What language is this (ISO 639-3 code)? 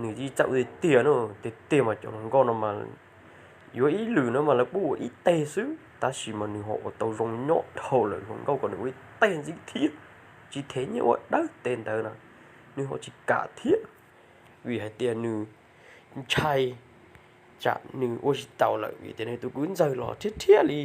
hmn